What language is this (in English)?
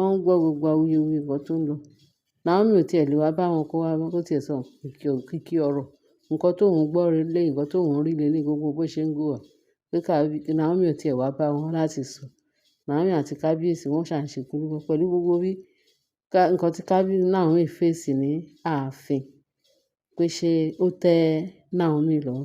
Yoruba